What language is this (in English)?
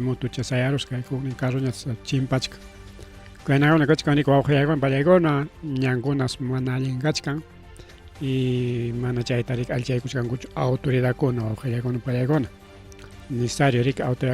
Ayacucho Quechua